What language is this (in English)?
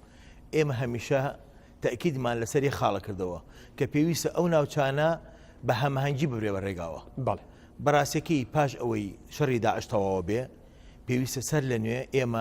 Central Kurdish